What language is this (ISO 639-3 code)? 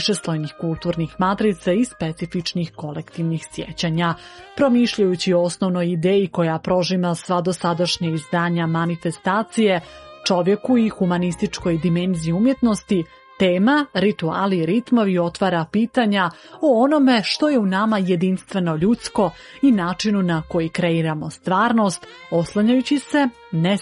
srp